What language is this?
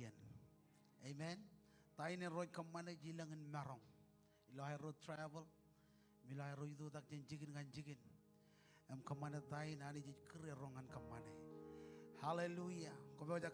Marshallese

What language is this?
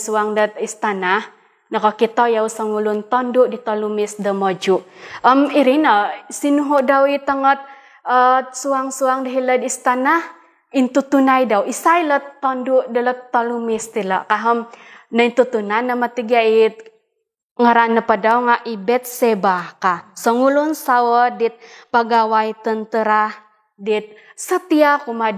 Central Dusun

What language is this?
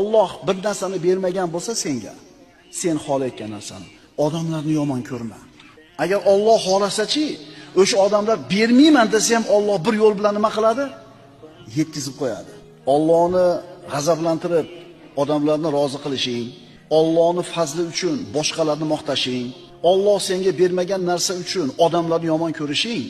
Uzbek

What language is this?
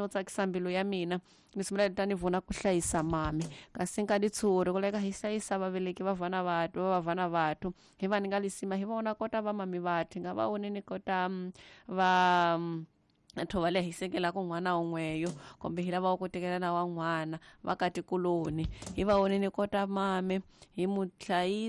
Tsonga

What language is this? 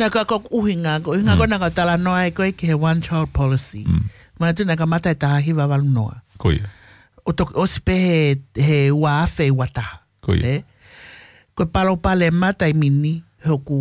Tongan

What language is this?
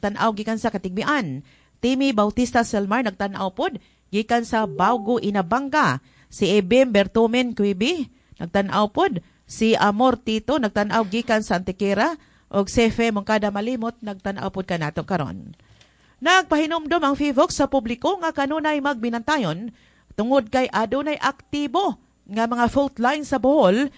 Cebuano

